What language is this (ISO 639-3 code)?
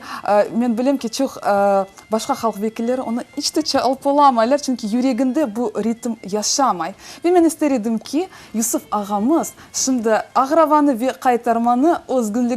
crh